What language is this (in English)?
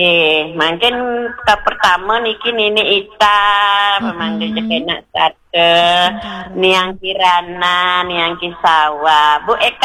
Balinese